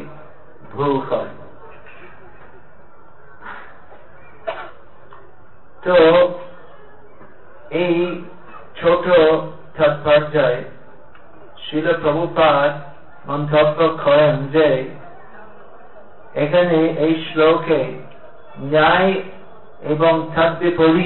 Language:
Bangla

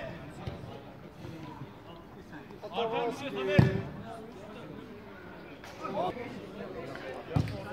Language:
Turkish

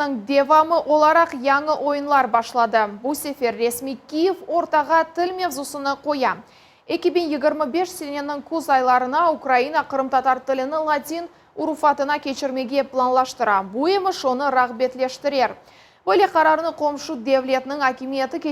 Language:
Crimean Tatar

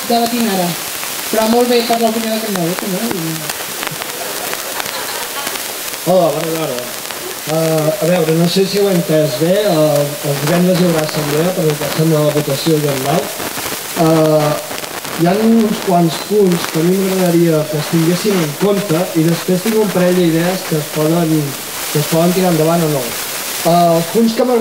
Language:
Catalan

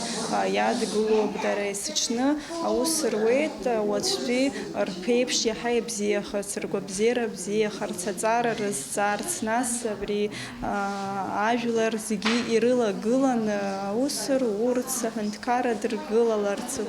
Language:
Abkhazian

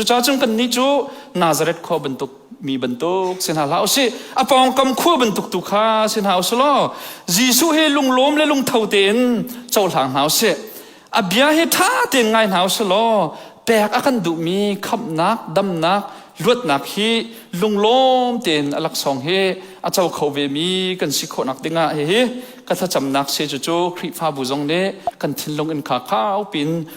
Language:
Hakha Chin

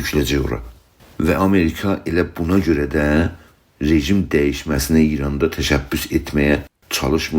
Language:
South Azerbaijani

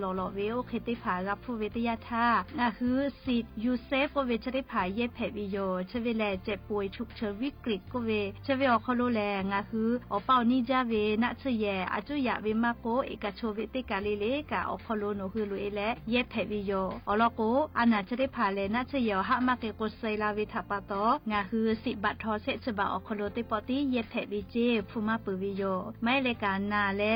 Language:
Lahu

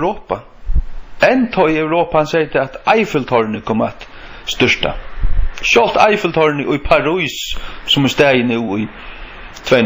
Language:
Faroese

